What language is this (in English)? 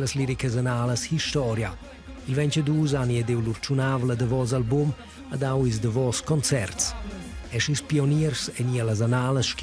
Romansh